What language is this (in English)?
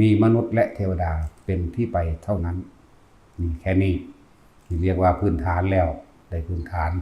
Lao